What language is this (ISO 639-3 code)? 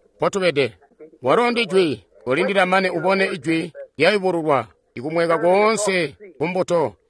toi